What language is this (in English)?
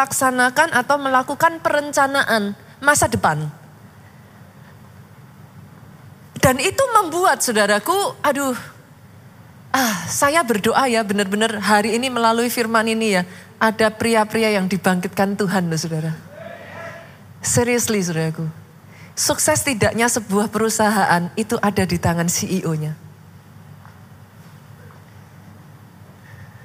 Indonesian